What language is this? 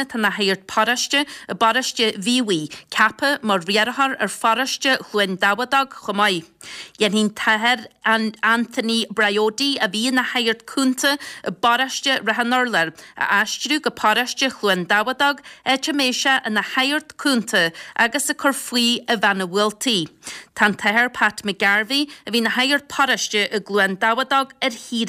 Irish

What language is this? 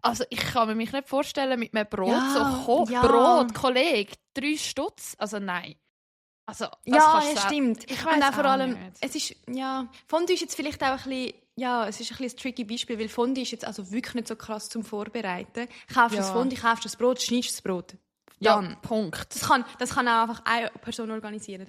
Swiss German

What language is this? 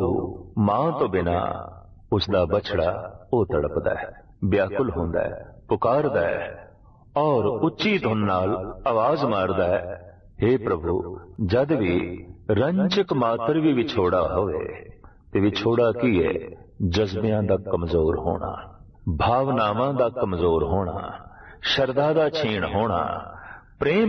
Punjabi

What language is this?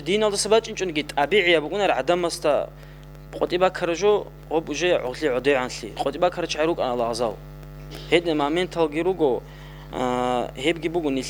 Avaric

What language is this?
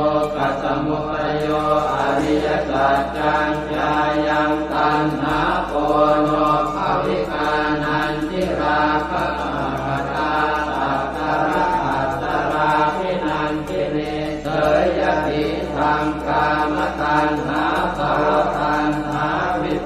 Pali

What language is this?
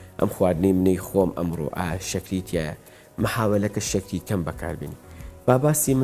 Central Kurdish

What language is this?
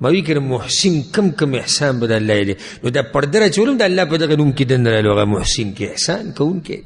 Pashto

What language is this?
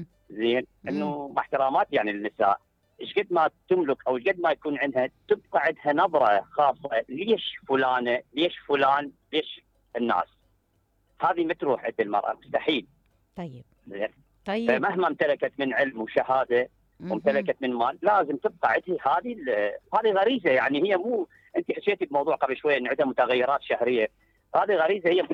Mesopotamian Arabic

